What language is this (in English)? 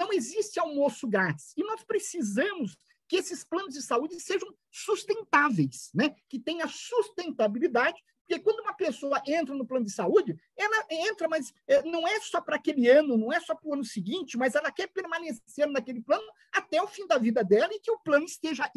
Portuguese